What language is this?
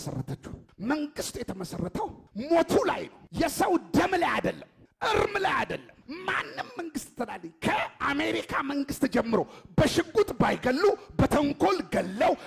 Amharic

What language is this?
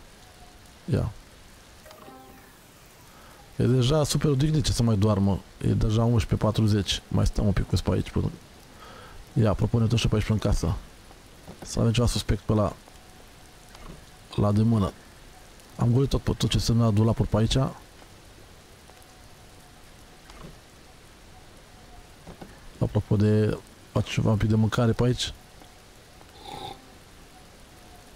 Romanian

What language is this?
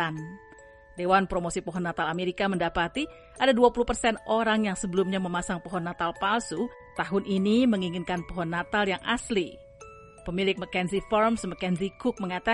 Indonesian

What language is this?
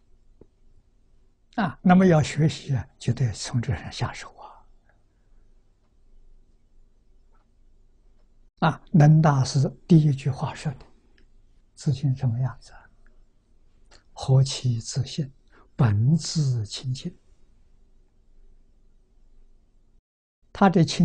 Chinese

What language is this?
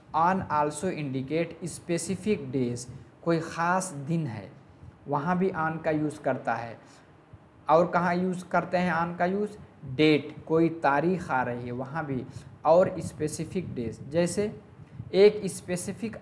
Hindi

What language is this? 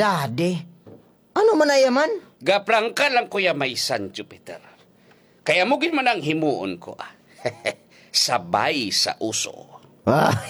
Hiligaynon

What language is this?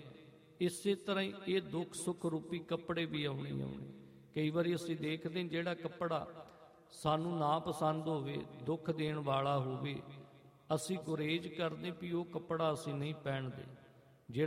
Punjabi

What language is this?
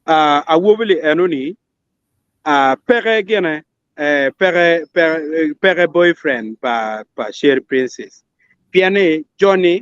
Acoli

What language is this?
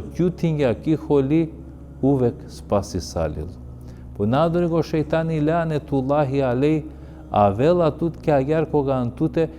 Balkan Romani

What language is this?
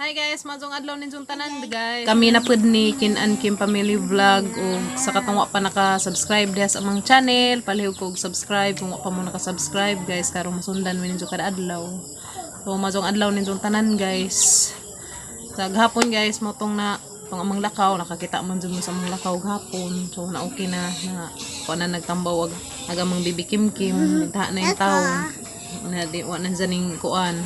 Cebuano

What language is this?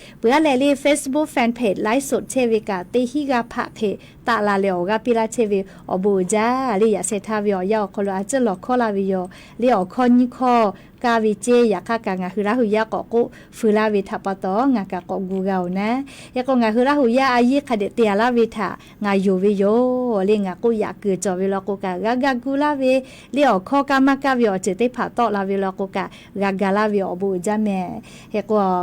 Lahu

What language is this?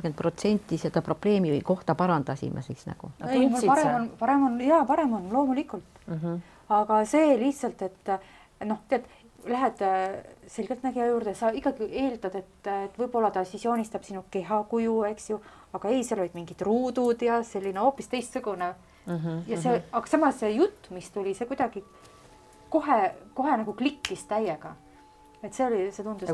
Estonian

